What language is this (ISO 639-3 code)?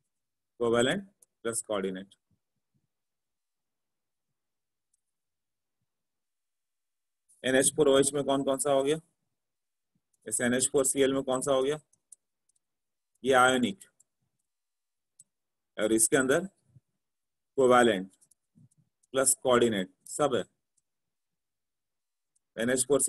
hin